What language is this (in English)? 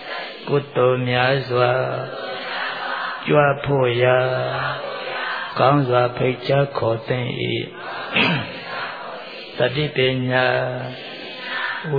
Burmese